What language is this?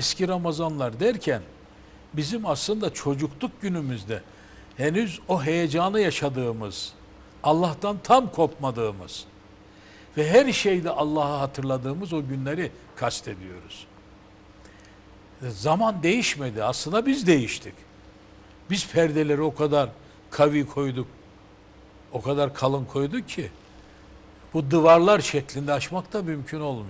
Turkish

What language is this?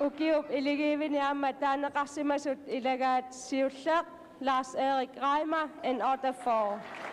Kalaallisut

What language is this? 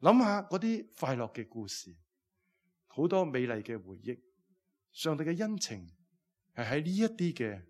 Cantonese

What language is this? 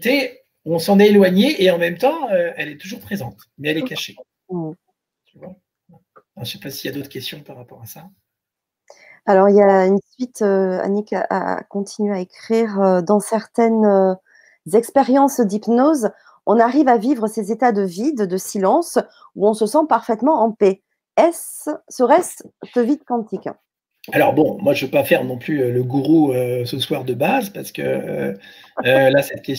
French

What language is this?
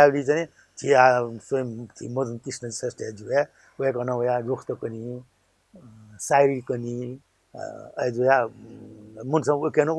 Newari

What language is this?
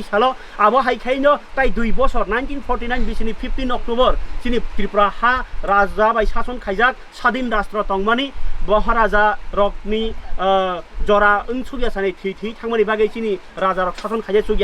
Kok Borok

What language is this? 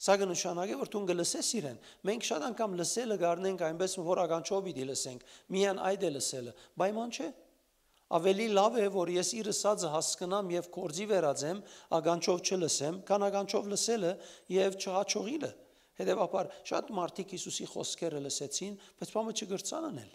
Western Armenian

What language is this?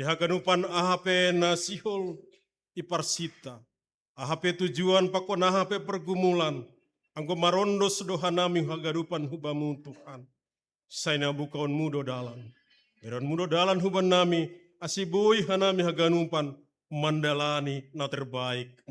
Batak Simalungun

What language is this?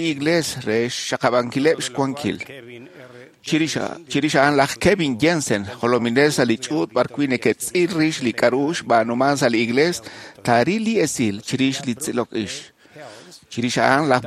Kekchí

